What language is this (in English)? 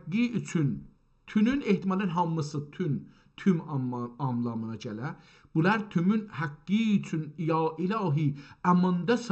South Azerbaijani